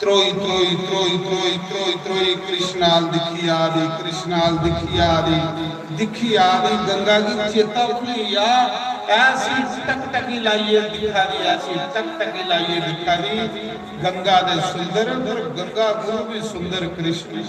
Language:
Dogri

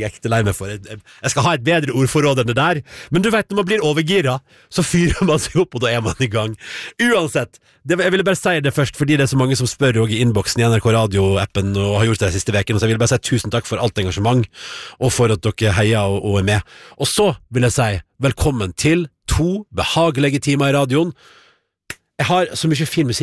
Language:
Norwegian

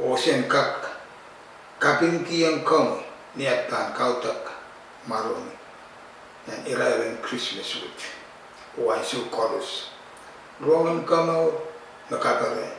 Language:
Pohnpeian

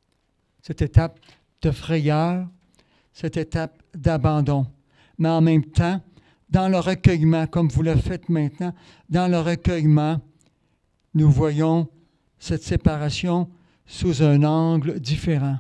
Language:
French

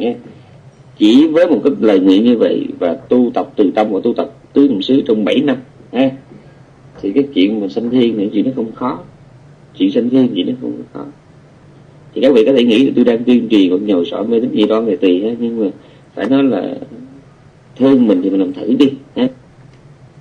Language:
Vietnamese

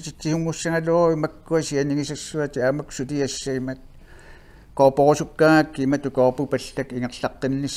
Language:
Kalaallisut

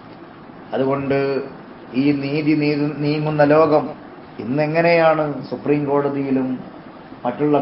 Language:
Malayalam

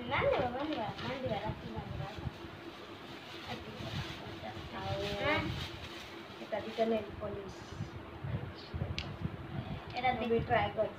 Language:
Odia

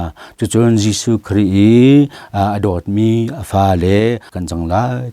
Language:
Hakha Chin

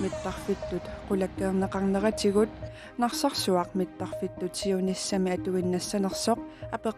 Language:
Kalaallisut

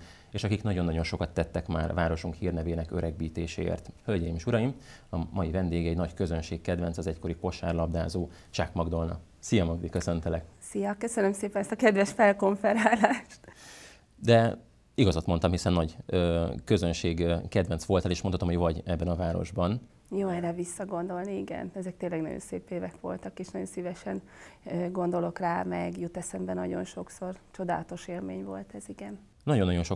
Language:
Hungarian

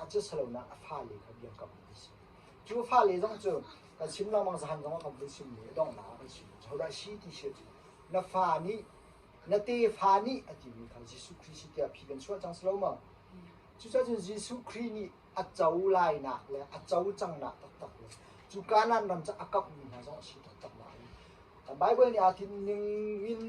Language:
Hakha Chin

